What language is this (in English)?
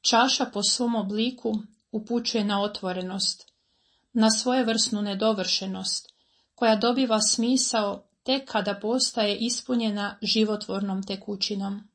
Croatian